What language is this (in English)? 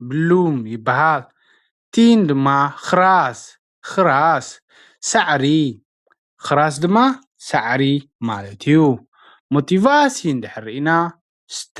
Tigrinya